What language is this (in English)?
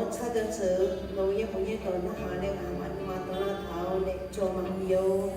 Akha